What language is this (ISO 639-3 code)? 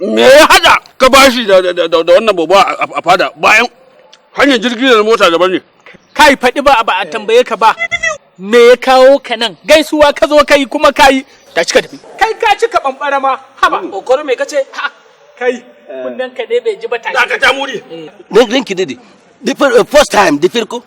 hau